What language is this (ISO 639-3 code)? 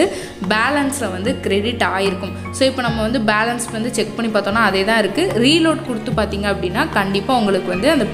tam